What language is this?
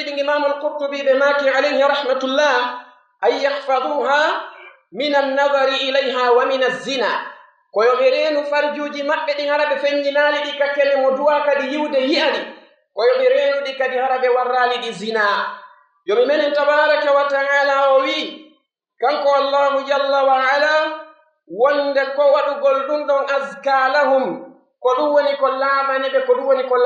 Pular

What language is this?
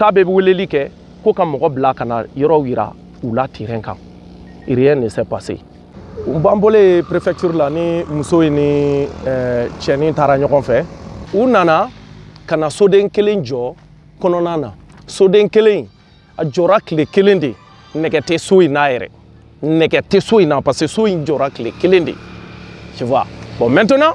Bambara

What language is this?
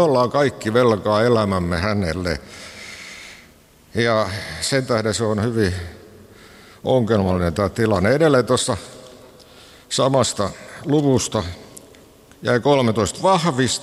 Finnish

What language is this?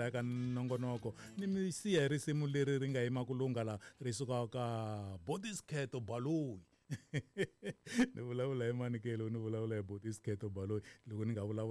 Tsonga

